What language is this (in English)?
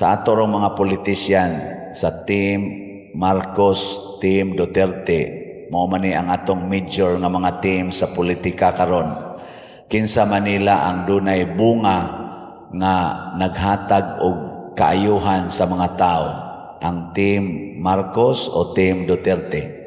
Cebuano